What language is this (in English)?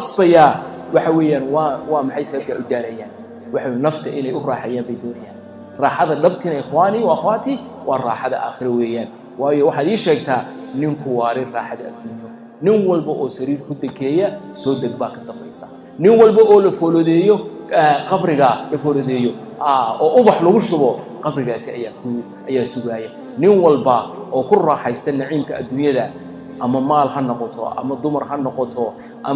Somali